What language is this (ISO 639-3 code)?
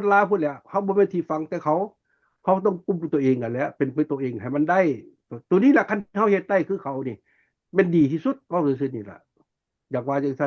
lao